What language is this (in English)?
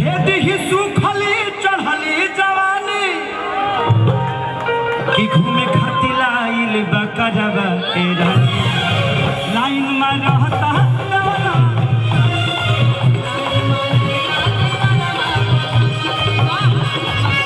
Bhojpuri